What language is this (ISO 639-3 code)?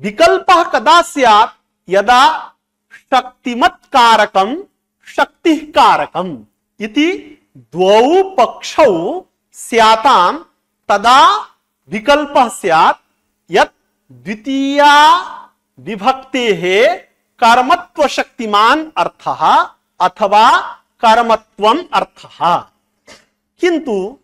san